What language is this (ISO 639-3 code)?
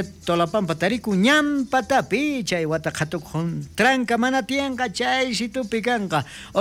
quh